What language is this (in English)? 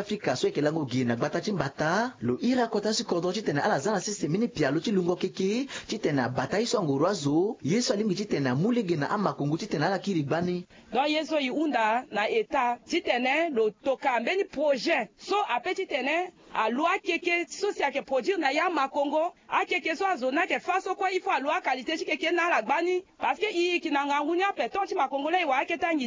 Sango